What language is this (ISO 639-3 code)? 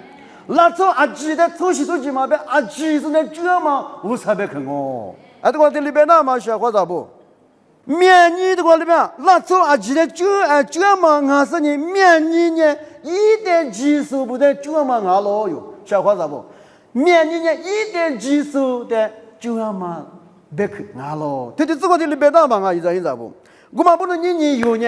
lis